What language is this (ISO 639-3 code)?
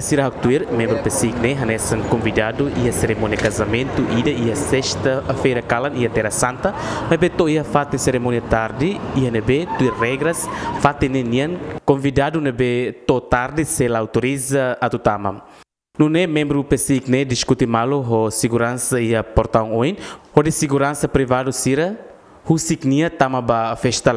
tet